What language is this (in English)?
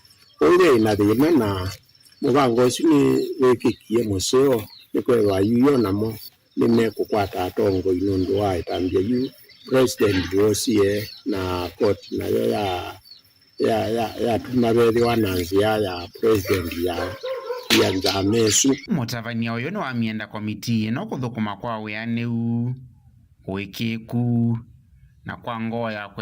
Kamba